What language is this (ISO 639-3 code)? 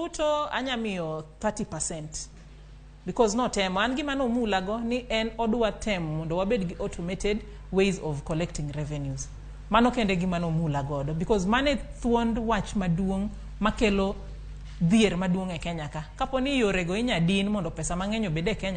luo